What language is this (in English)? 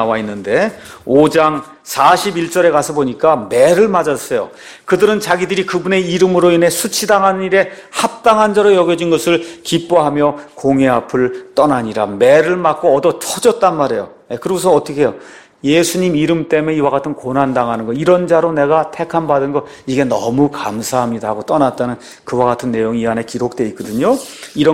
Korean